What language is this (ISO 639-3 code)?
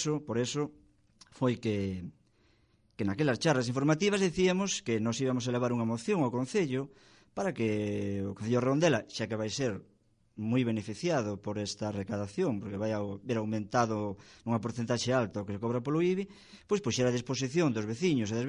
glg